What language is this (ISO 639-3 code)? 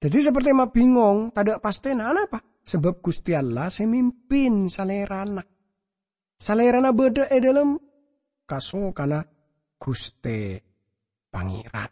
mad